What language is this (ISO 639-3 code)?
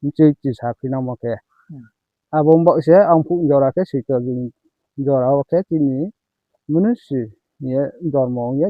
ria